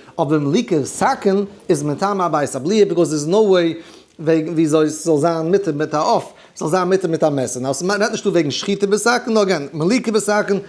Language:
Yiddish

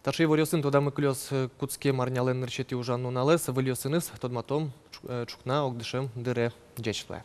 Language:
Udmurt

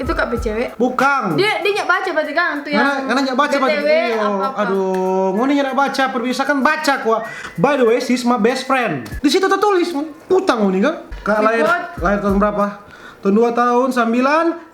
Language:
Manado Malay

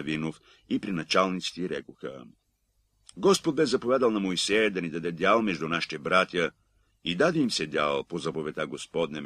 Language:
Bulgarian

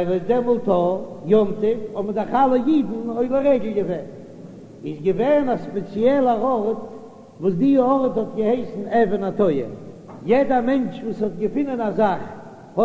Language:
Yiddish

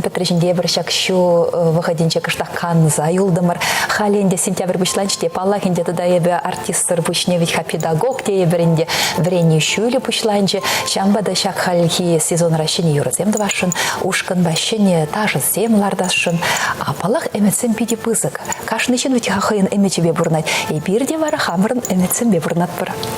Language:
Chuvash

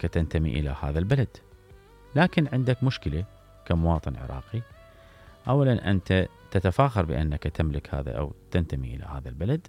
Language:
Mesopotamian Arabic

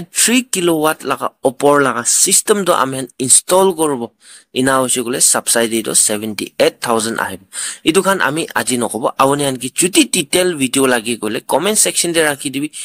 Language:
Naga Pidgin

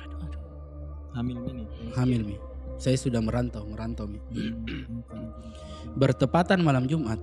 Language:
Makassar Malay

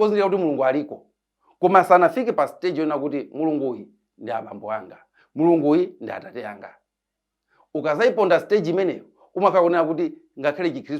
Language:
Nyanja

